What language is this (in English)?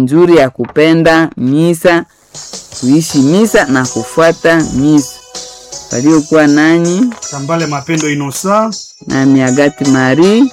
Swahili